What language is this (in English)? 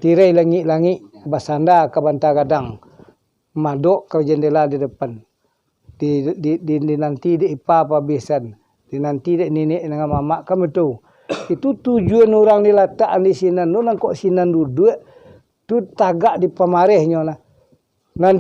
Minangkabau